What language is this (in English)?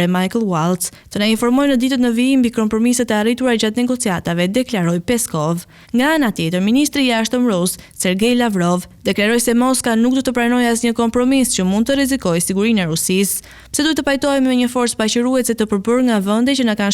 Albanian